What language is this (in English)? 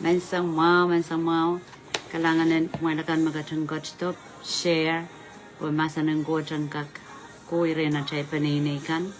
Pohnpeian